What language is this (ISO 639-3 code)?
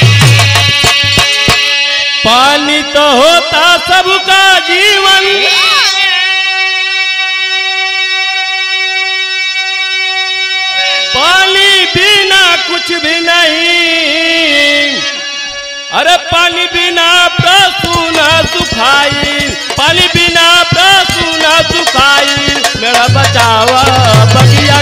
bho